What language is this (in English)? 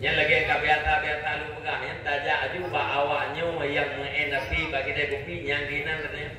Achinese